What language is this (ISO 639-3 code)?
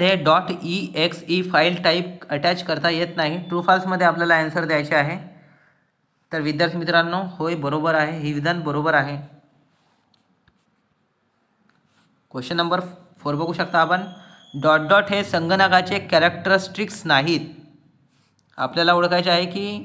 mar